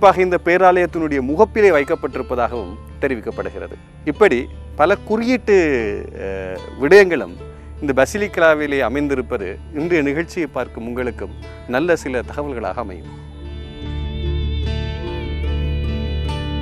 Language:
Tamil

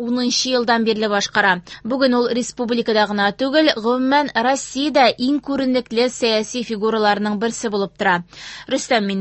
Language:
Tatar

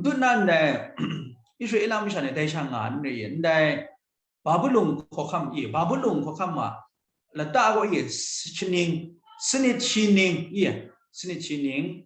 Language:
Kachin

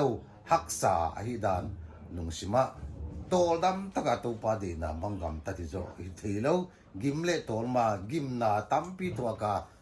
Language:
Paite Chin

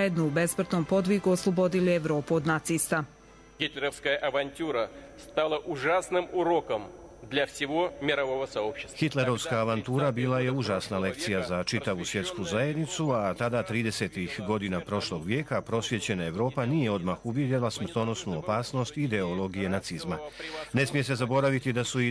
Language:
Croatian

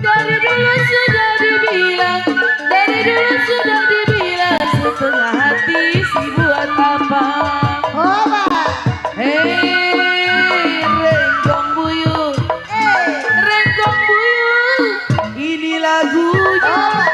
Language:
Betawi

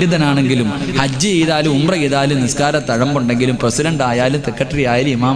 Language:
Malayalam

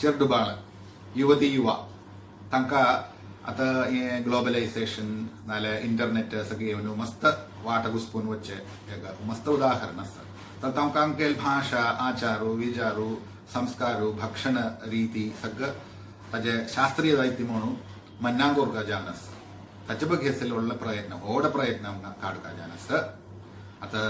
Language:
Konkani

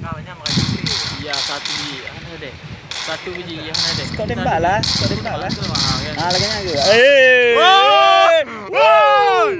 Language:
Achinese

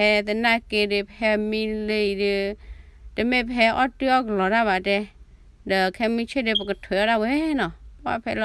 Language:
S'gaw Karen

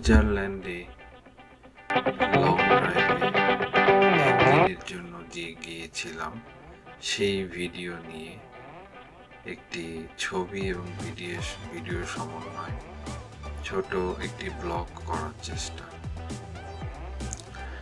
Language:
Bangla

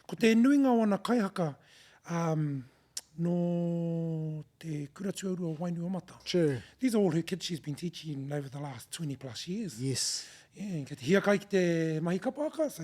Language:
Māori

